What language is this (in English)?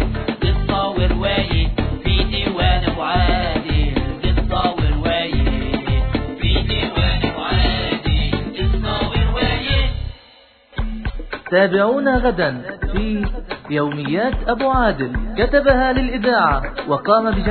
Arabic